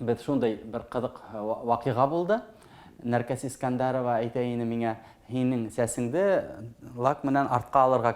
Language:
Bashkir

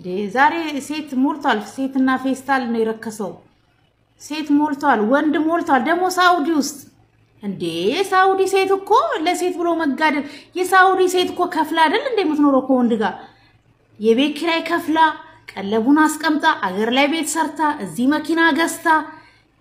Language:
Amharic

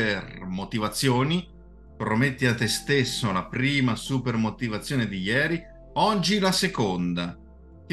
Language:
Italian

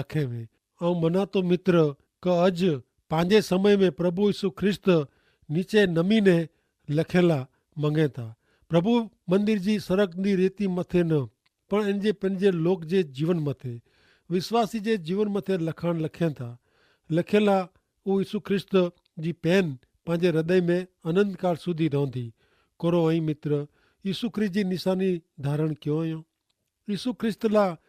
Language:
Kachhi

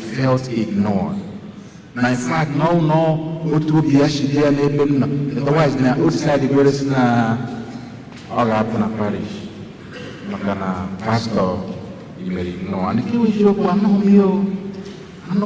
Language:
Igbo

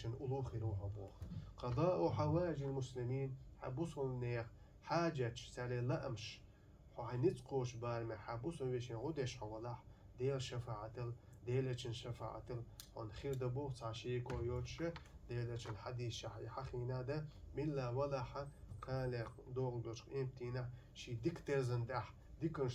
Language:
Chechen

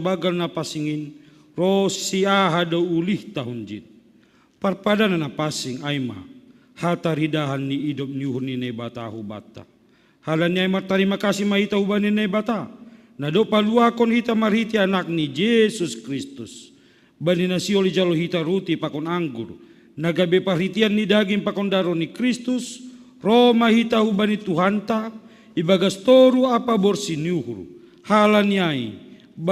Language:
Batak Simalungun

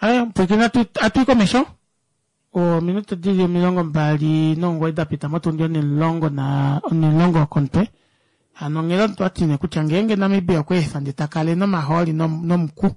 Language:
Kuanyama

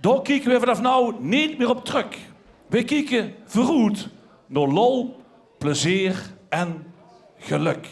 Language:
Limburgish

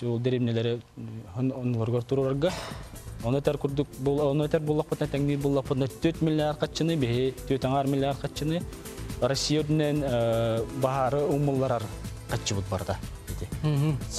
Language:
Yakut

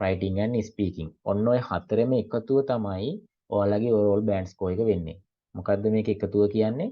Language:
Sinhala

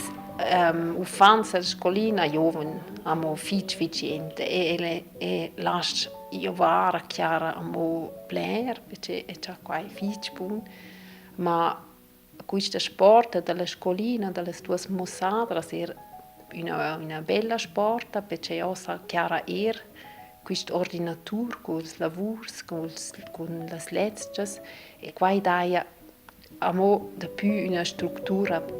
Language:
Romansh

